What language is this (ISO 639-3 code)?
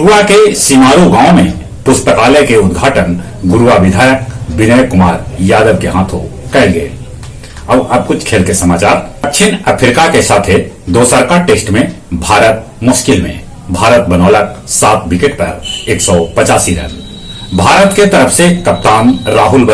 mag